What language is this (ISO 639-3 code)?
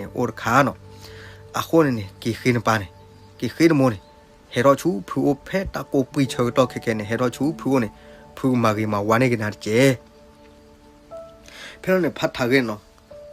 ksw